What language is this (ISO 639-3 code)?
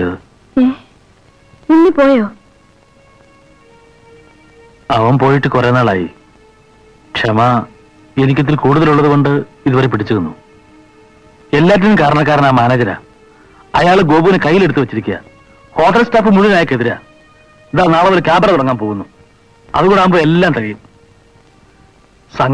mal